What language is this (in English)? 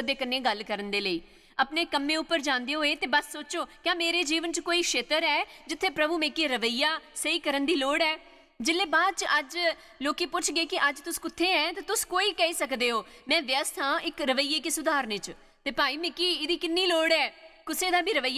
Dogri